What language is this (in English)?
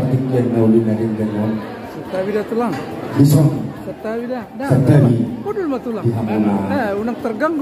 Batak Toba